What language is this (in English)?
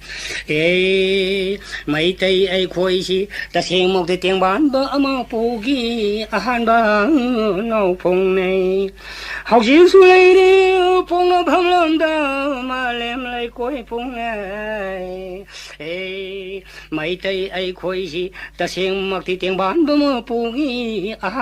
Manipuri